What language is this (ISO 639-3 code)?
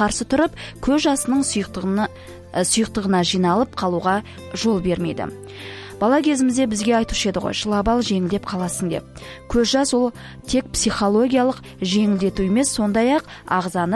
kaz